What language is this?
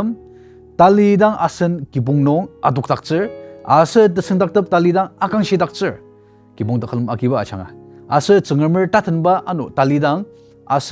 Ao Naga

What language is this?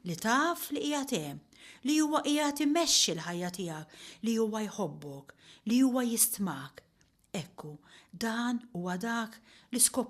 Maltese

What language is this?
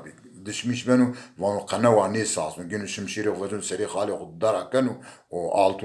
Zaza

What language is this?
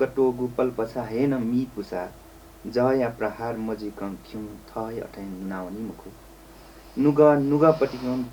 Newari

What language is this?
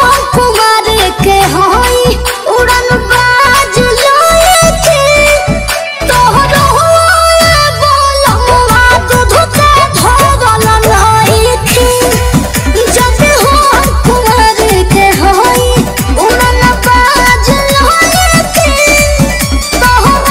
Bhojpuri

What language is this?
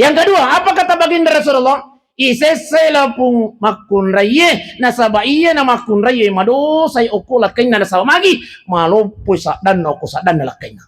Buginese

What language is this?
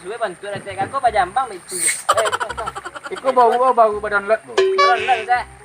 Minangkabau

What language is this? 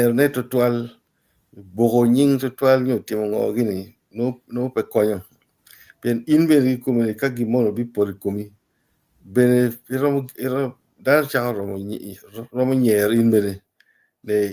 Acoli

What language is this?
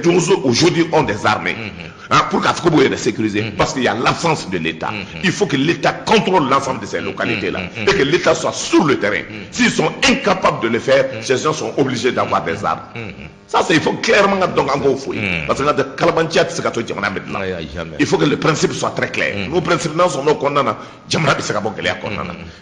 Bambara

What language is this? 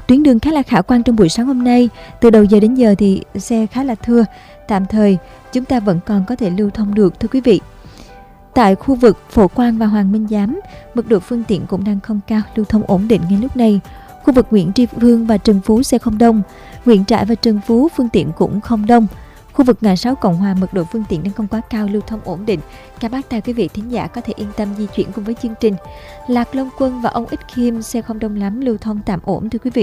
Vietnamese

